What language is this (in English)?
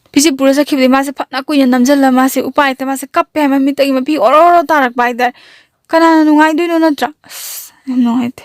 Manipuri